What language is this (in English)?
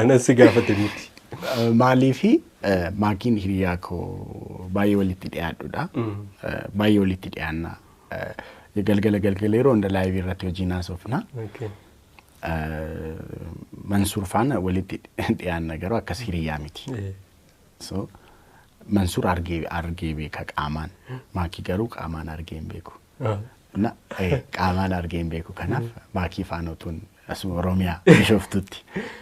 Oromo